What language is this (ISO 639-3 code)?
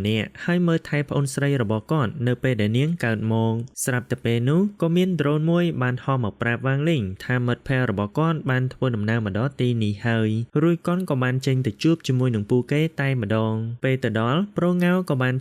khm